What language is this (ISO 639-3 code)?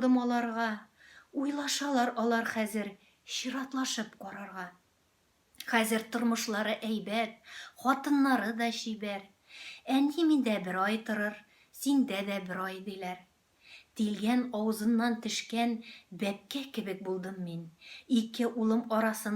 tat